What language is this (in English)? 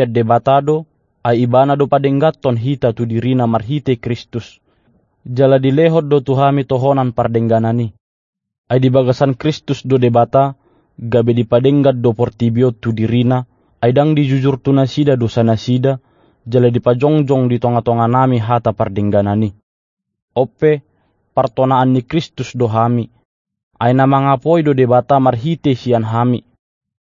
Batak Toba